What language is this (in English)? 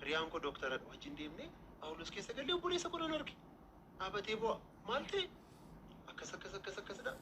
Oromo